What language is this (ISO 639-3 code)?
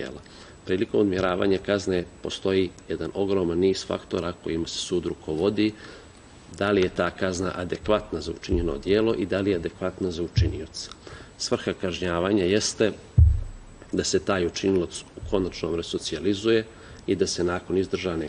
srp